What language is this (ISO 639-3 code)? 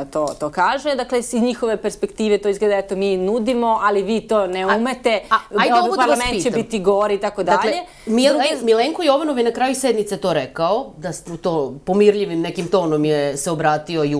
srp